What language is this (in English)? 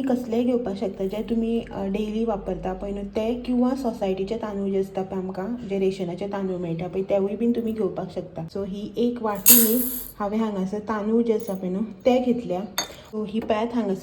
Konkani